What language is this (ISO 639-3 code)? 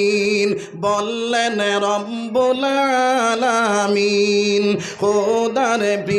syl